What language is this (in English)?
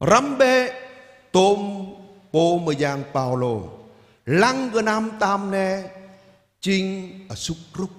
Jarai